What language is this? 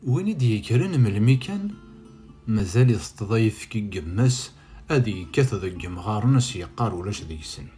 Kabyle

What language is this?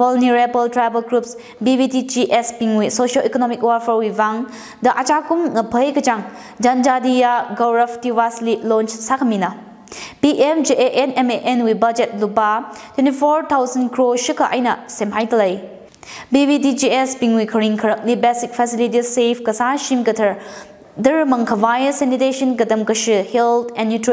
Tangkhul Naga (India)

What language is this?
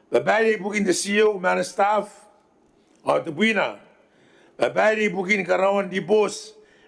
Gilbertese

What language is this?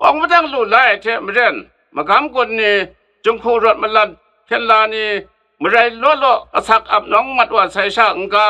Kachin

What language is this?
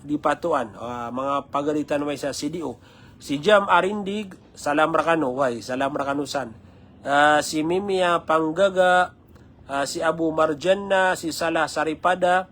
Maranao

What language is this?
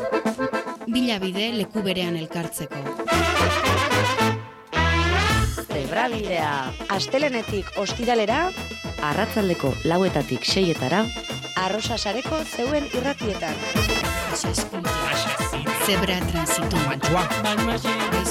Basque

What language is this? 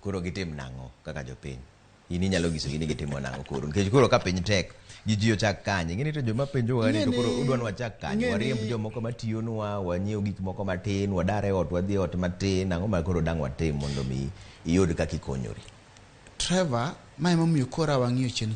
Luo (Kenya and Tanzania)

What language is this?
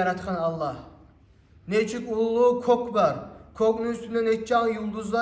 Kumyk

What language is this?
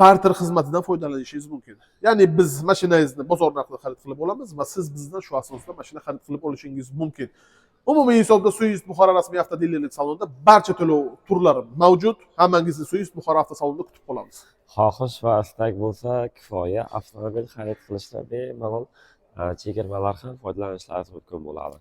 Uzbek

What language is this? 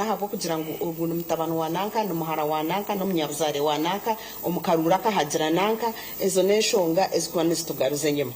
Nyankole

